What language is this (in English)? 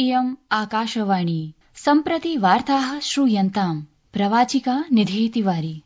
Sanskrit